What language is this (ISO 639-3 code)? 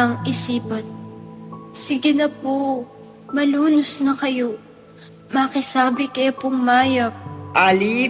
pam